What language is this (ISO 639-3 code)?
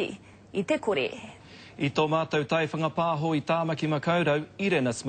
mri